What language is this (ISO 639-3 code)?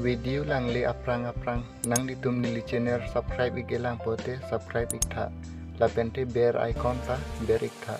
mjw